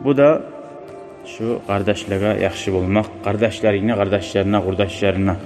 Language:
Kumyk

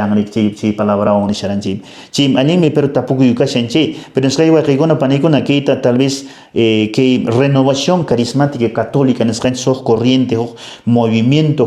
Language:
Quechua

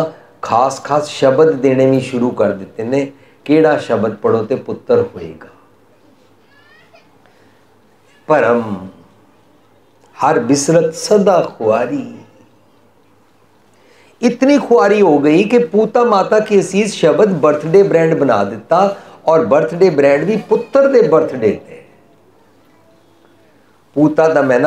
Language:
Punjabi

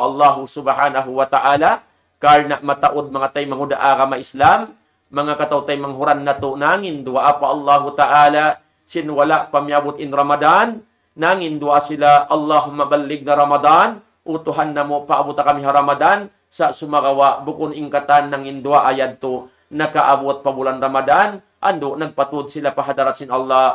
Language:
Tausug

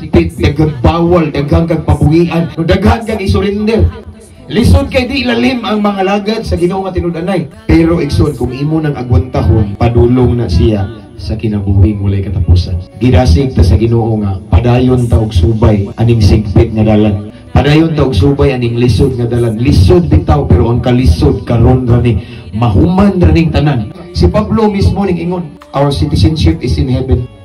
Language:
Cebuano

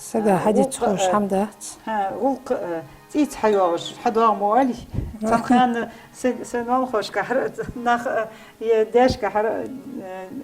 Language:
Ingush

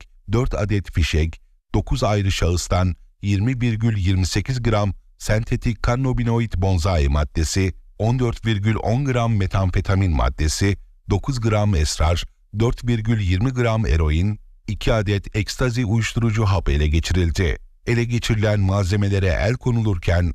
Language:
Turkish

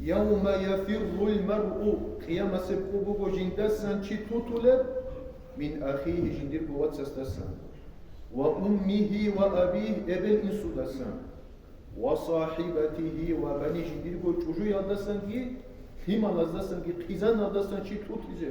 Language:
Avaric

